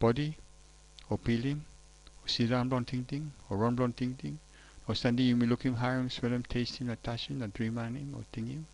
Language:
Tok Pisin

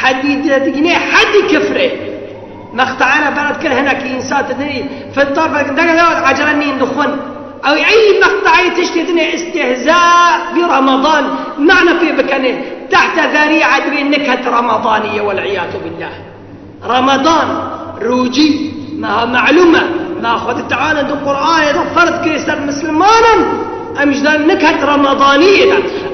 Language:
Kurdish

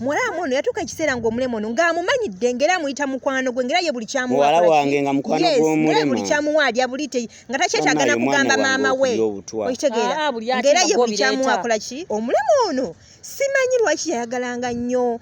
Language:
Ganda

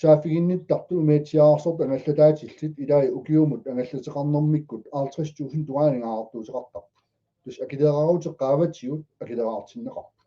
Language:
Kalaallisut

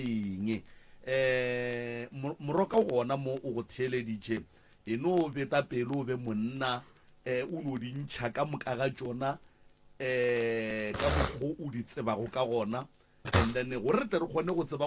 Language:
Northern Sotho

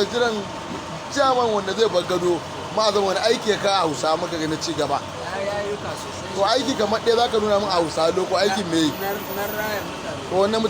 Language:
Hausa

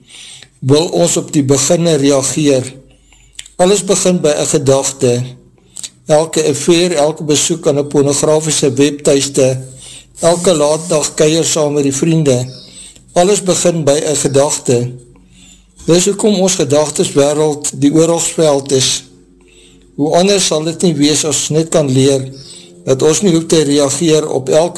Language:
Afrikaans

